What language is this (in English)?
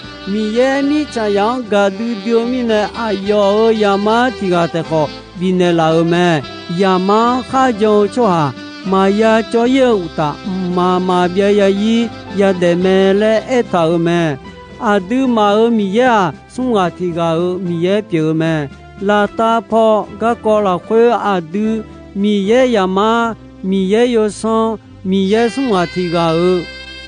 Akha